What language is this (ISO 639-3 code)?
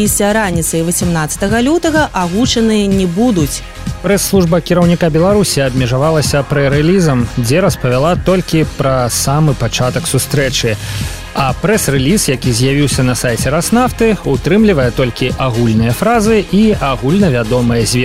bel